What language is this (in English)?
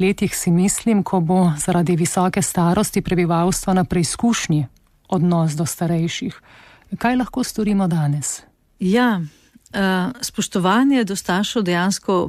Slovenian